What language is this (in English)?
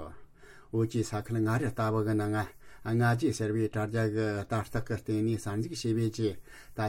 Tibetan